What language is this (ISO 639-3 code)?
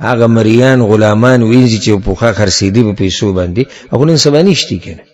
pus